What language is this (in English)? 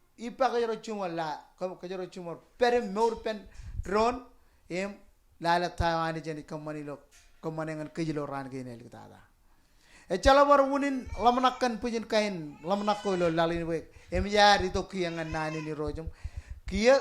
Marshallese